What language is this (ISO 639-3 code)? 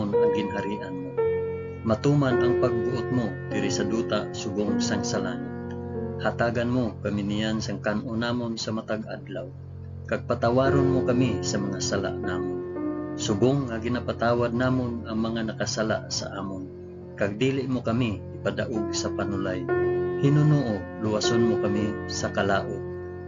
hil